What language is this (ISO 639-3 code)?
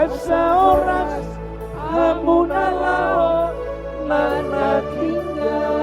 bbc